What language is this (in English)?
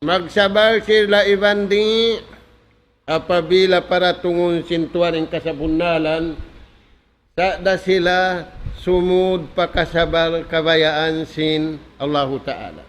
Tausug